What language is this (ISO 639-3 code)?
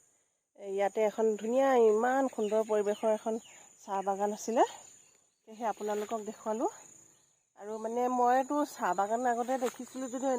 asm